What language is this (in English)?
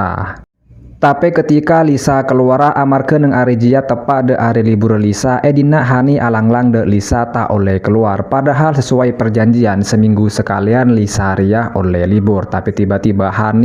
Madurese